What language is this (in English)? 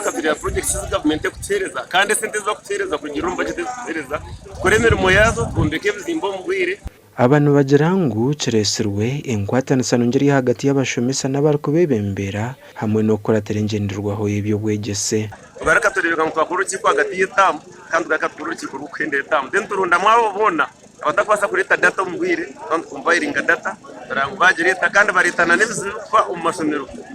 Nyankole